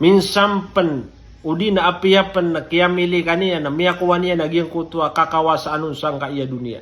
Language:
Maranao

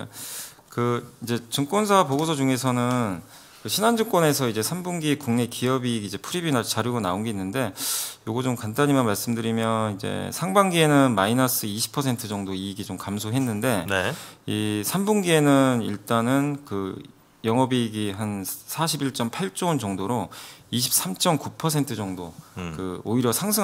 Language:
Korean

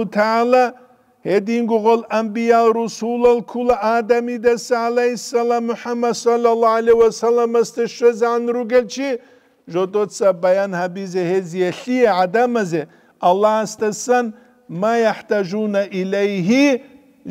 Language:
Avaric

